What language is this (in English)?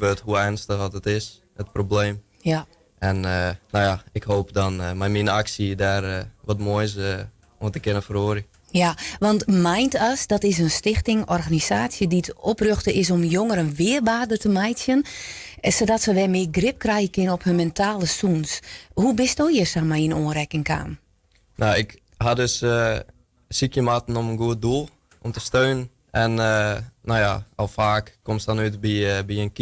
Western Frisian